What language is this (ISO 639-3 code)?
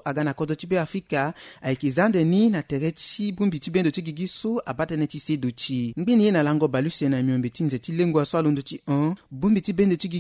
sag